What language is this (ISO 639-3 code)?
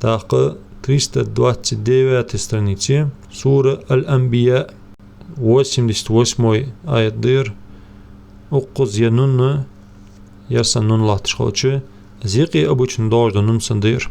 inh